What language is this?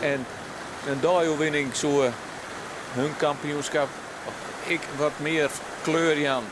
Western Frisian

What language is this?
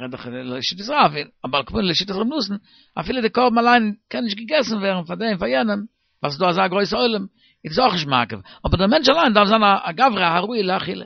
Yiddish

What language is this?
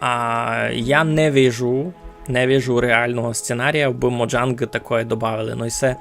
Rusyn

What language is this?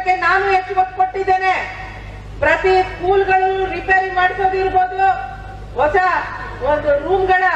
Kannada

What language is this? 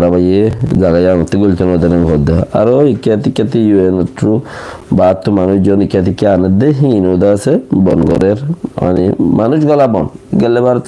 Rohingya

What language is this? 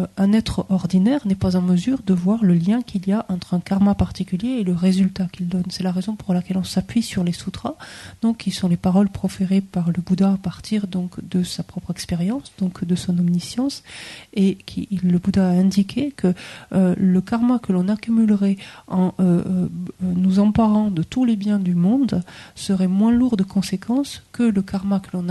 French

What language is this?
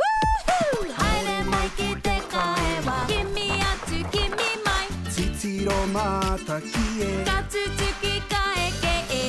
Māori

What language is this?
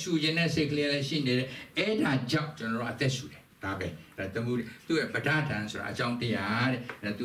Burmese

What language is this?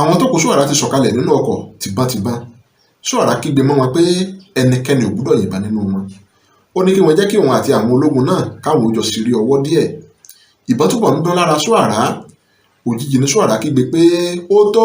Yoruba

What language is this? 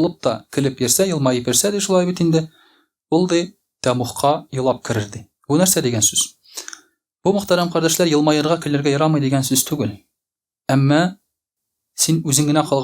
Tatar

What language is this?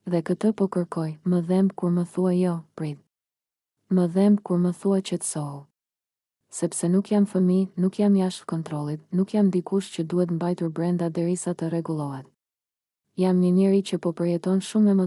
Albanian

